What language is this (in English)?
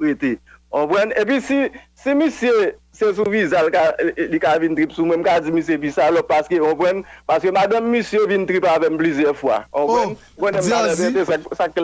Haitian Creole